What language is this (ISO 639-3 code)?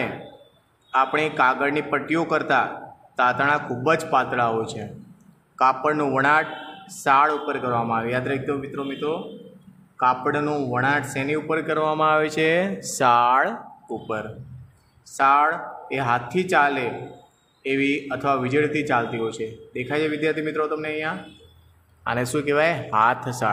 guj